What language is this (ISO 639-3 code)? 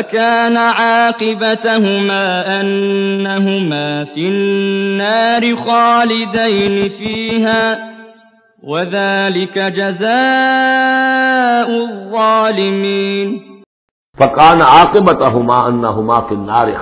urd